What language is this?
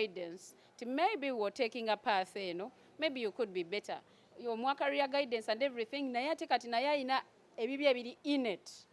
Ganda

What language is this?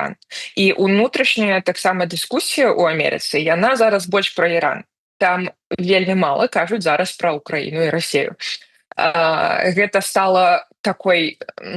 Belarusian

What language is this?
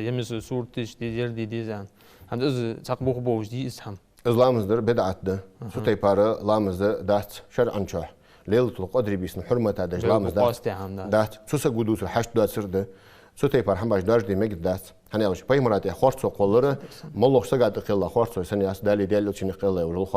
Ingush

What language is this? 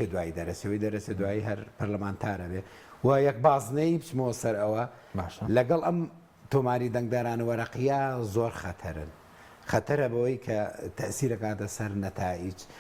Central Kurdish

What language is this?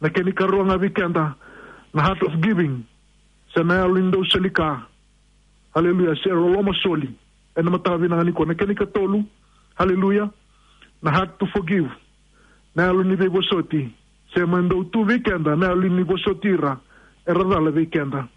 Fijian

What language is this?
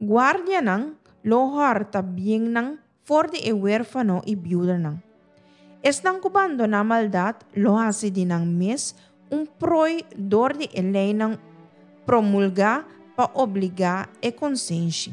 Papiamento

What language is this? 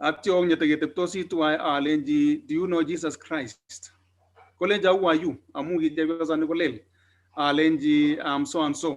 Kalenjin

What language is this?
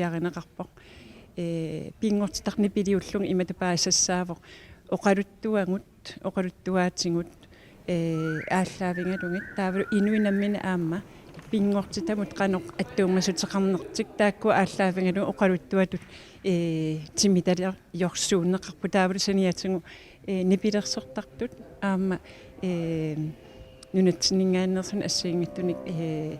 Kalaallisut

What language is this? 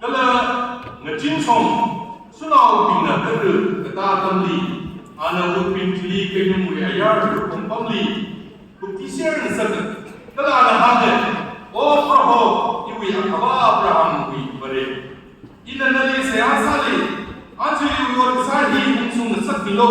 Tangkhul Naga (India)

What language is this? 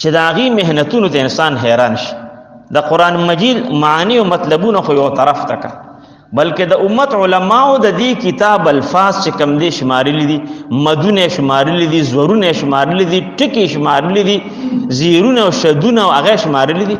Pashto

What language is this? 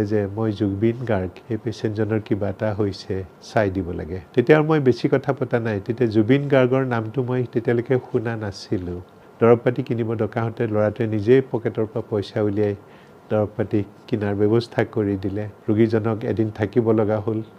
Assamese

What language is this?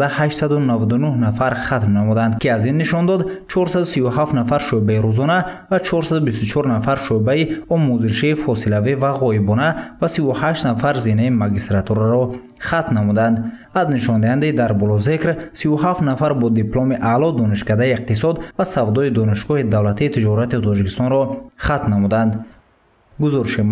Tajik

